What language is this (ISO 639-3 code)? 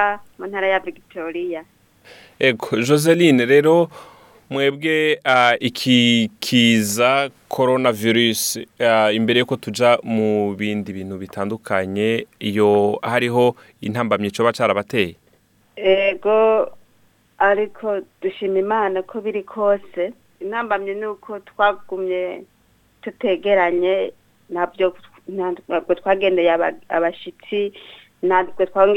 run